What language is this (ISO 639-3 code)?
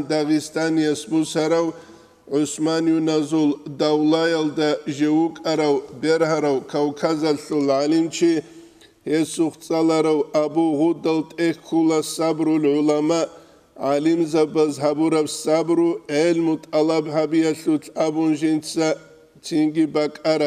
ava